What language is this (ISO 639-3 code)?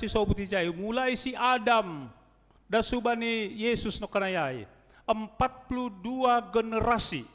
bts